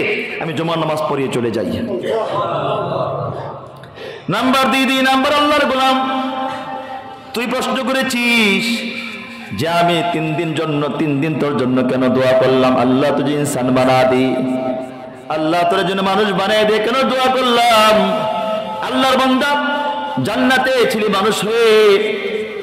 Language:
Bangla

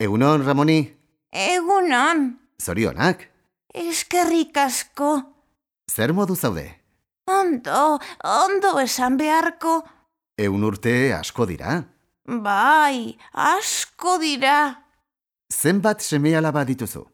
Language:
Basque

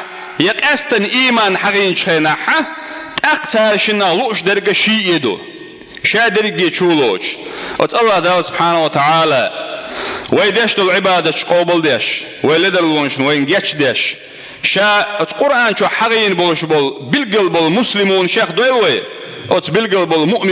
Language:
Chechen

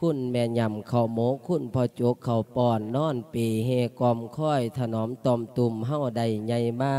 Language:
Lao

